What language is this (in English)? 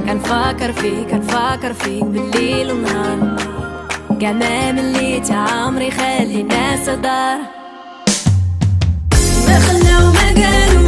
Moroccan Arabic